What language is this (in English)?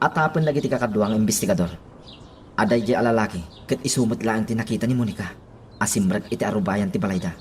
Iloko